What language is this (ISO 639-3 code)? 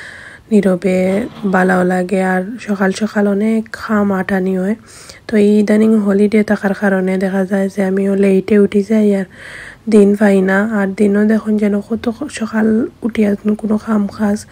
syl